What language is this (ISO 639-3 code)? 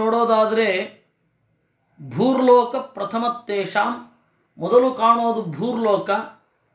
kan